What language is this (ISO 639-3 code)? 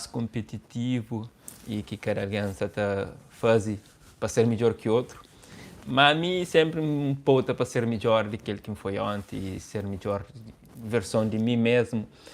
kea